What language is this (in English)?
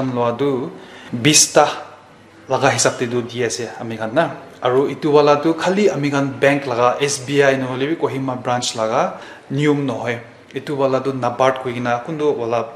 Naga Pidgin